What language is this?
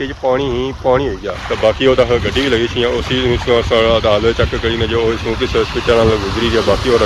Pahari-Potwari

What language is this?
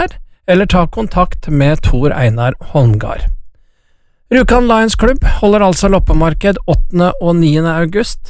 Norwegian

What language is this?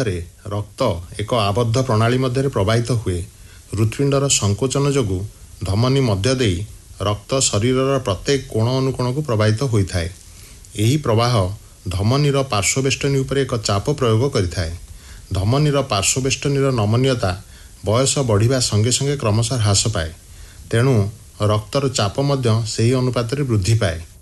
Odia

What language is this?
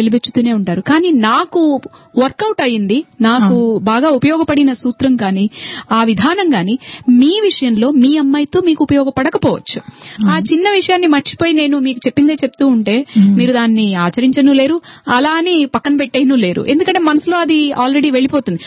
Telugu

